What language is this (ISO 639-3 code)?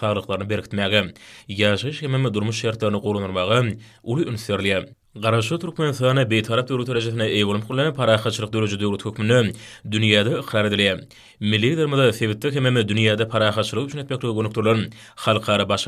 tuk